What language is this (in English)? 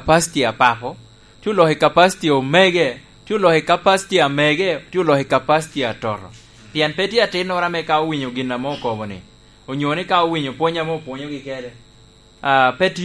Lango (Uganda)